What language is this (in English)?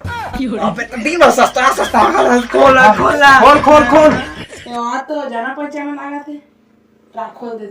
Chhattisgarhi